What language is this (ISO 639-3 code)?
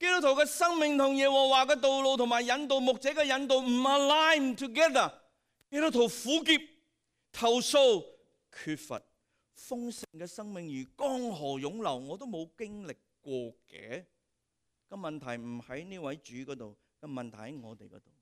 yue